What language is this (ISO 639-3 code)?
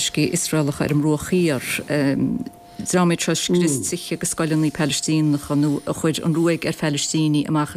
gle